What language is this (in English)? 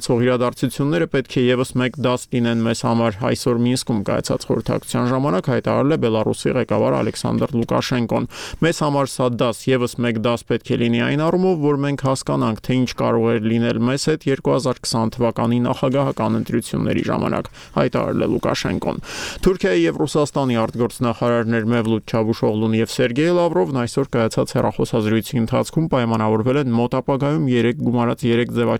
Armenian